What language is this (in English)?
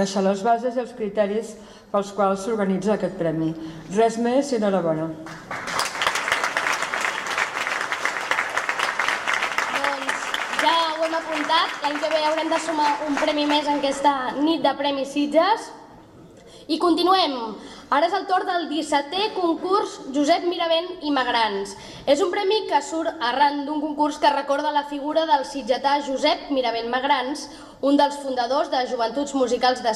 Catalan